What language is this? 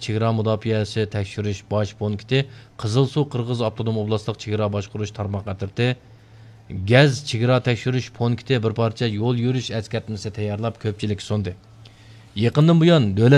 Uyghur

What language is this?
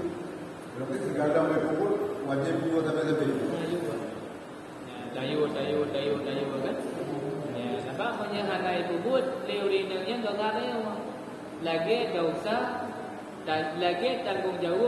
Achinese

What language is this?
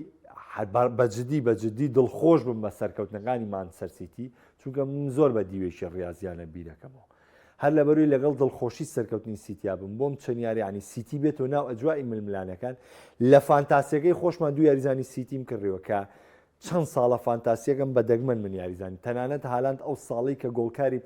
Central Kurdish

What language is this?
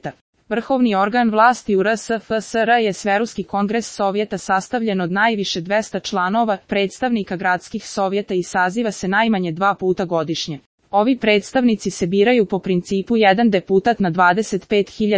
Serbian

